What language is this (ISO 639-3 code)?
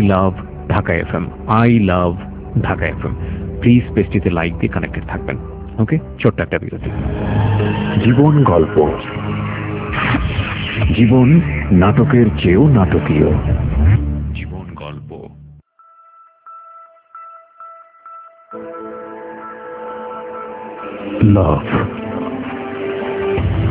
ben